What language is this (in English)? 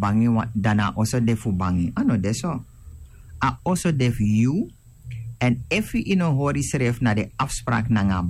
Sranan Tongo